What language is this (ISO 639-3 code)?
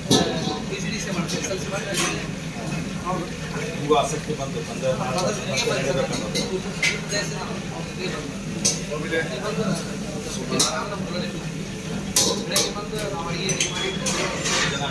kan